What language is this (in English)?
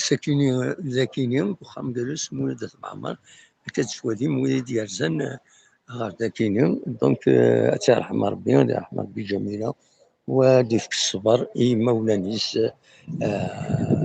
Kabyle